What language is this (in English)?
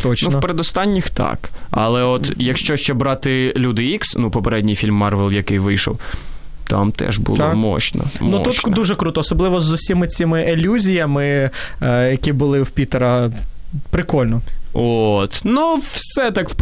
Ukrainian